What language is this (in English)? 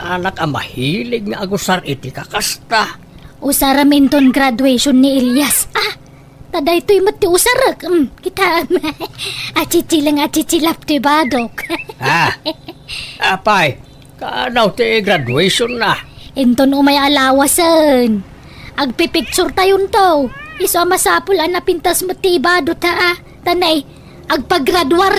Iloko